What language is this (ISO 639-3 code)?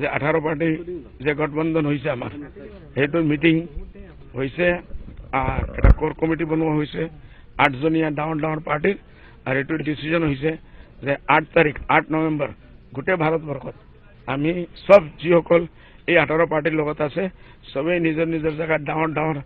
asm